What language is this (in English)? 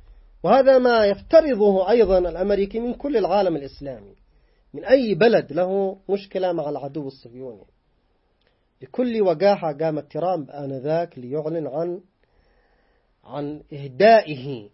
Arabic